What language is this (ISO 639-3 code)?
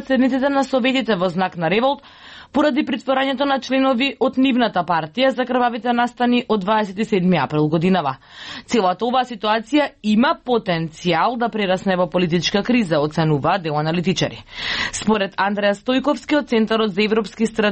mkd